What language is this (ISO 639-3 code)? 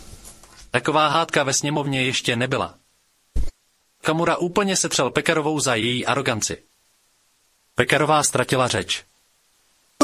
ces